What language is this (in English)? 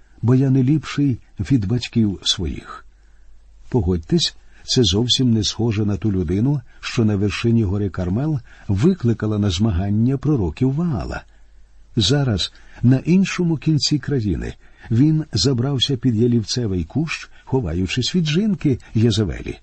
Ukrainian